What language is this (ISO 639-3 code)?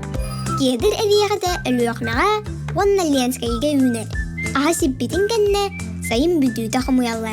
sah